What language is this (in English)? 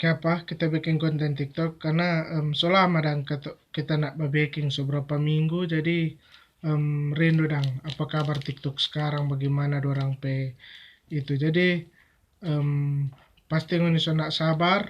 Manado Malay